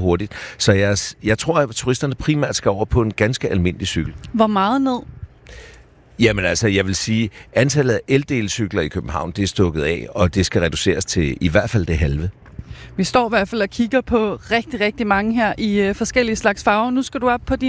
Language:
Danish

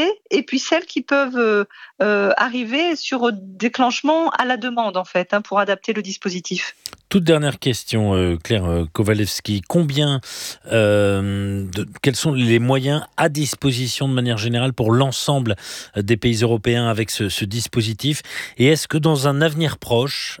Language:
French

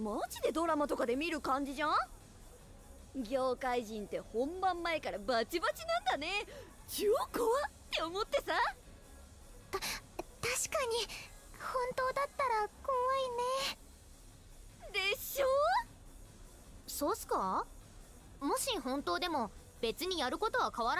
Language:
Japanese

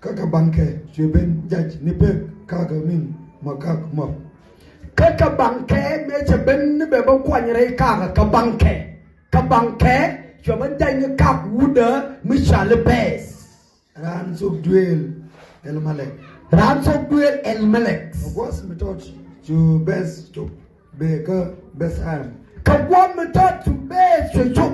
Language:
Nuer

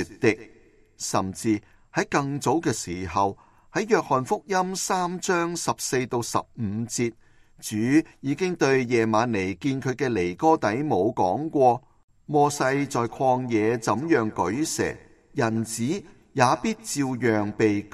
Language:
Cantonese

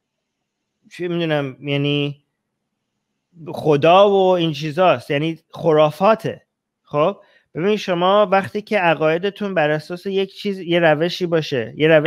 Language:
Persian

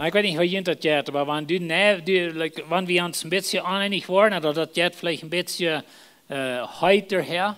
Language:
Plautdietsch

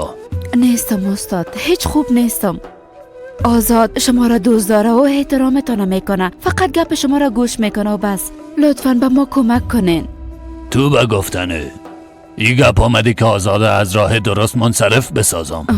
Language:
Persian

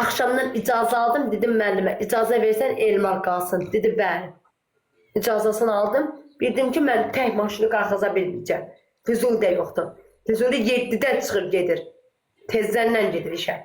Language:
Azerbaijani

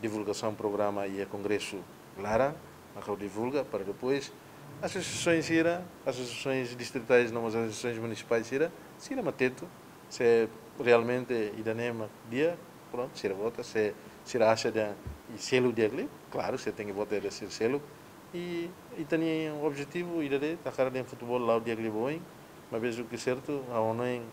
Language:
Tetum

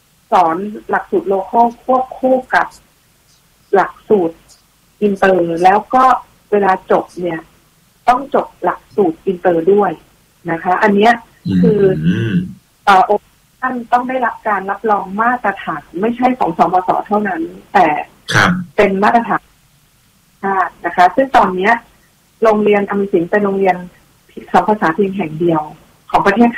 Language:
Thai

